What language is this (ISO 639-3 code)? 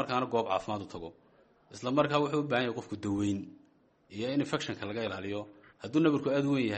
som